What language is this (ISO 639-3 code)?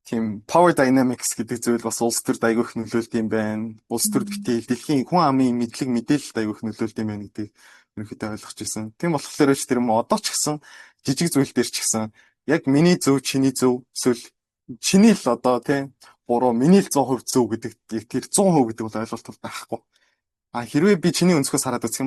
mon